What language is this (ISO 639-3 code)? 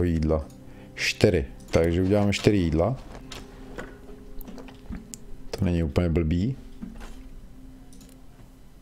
ces